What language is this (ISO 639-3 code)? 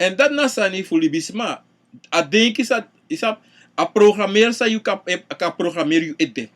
srn